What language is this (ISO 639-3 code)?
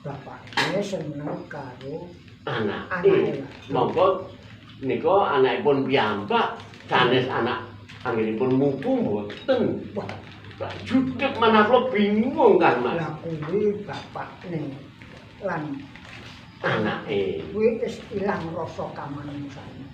jav